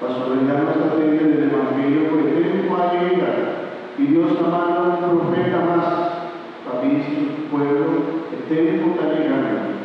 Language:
Papiamento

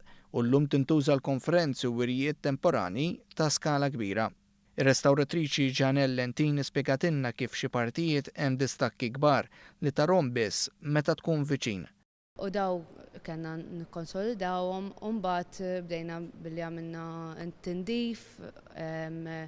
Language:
Maltese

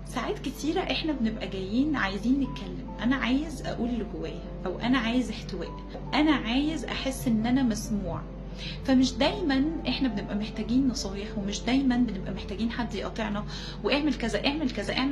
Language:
Egyptian Arabic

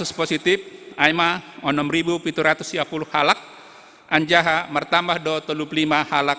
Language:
Batak Simalungun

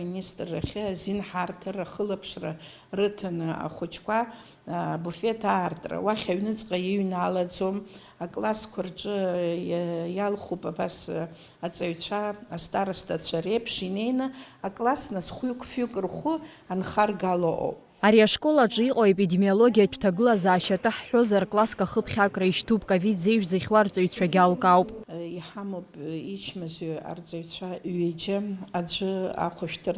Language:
Abkhazian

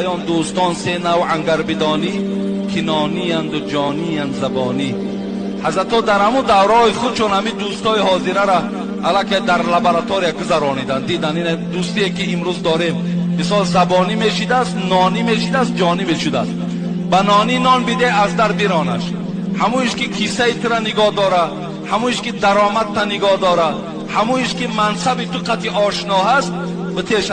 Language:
Tajik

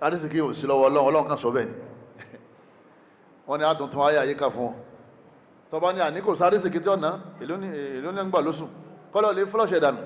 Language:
Yoruba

